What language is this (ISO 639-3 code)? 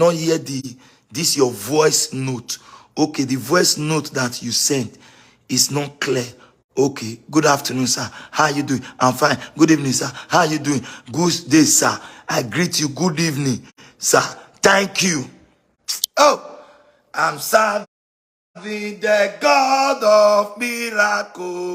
pcm